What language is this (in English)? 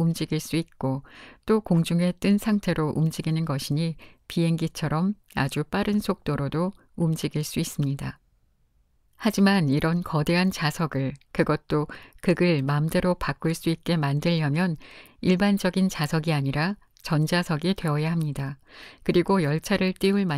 Korean